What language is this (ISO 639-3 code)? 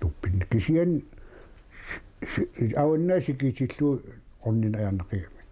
kal